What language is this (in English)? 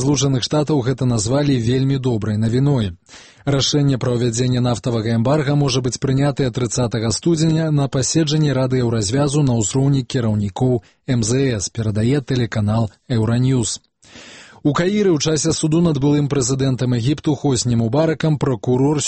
Belarusian